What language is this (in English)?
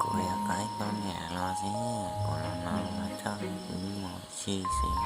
Hmong